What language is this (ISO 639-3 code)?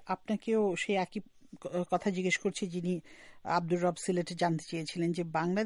ben